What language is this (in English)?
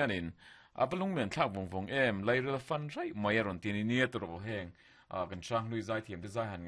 Mizo